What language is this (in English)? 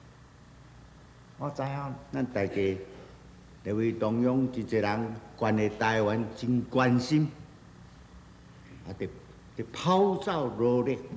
Min Nan Chinese